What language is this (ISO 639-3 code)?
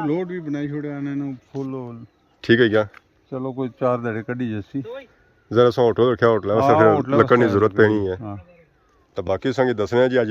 phr